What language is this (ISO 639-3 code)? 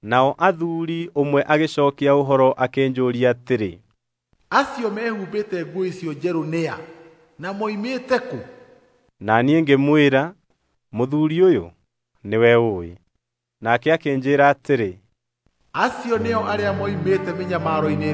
kik